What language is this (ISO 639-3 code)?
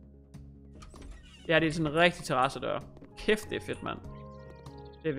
dan